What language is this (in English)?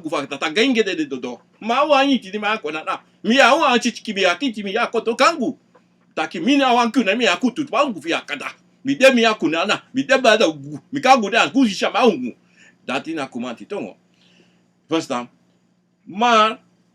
Sranan Tongo